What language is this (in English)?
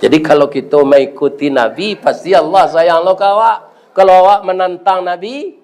Minangkabau